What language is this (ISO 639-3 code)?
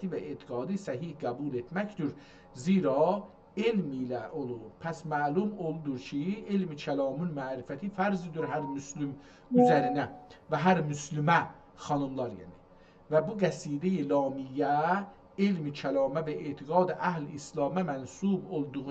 azb